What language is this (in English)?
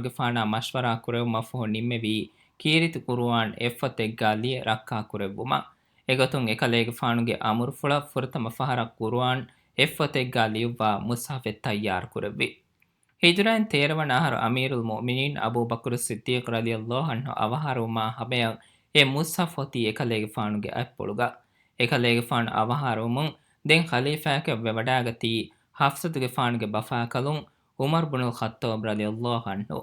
Divehi